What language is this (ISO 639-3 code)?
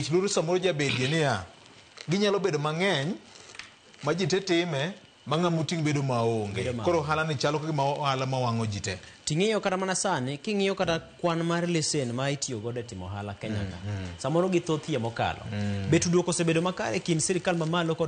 luo